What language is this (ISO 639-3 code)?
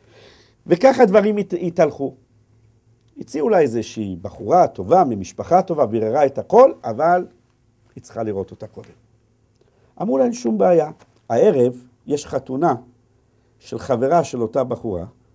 heb